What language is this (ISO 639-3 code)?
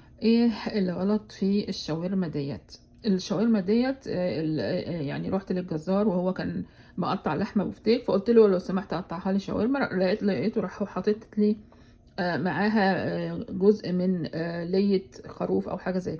arz